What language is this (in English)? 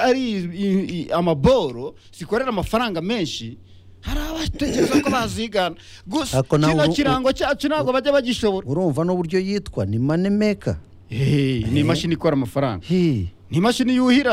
Kinyarwanda